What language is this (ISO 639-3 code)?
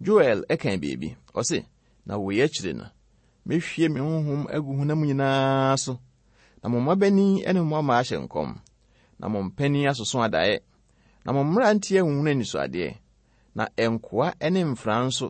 aka